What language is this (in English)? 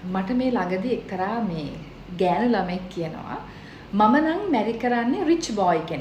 Sinhala